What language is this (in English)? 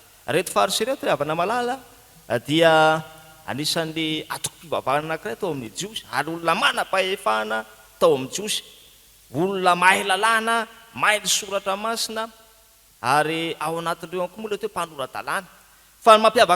Malagasy